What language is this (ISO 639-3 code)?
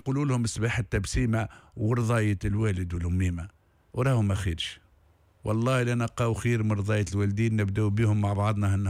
aeb